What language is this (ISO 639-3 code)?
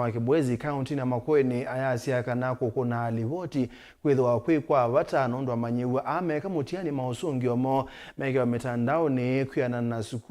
kam